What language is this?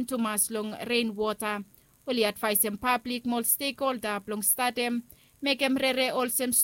Bislama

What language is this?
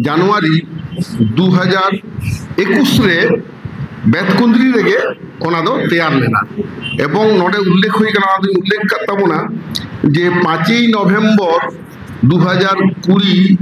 Santali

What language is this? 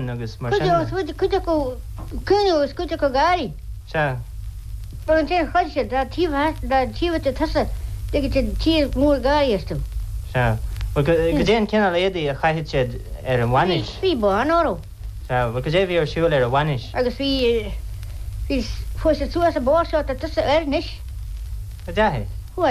Irish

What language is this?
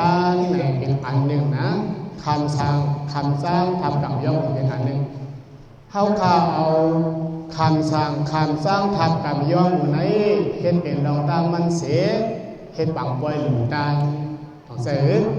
Shan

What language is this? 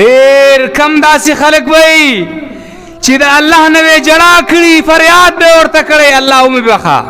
Pashto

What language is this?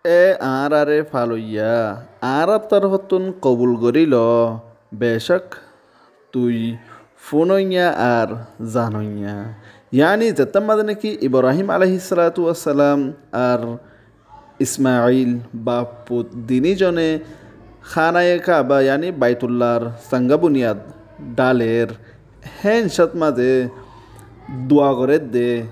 Rohingya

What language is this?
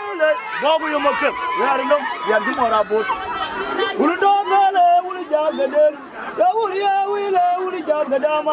Nuer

